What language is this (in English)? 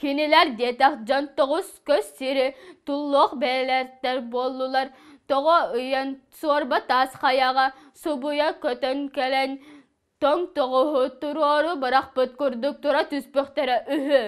Yakut